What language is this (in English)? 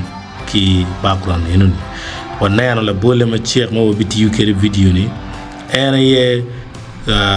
Acoli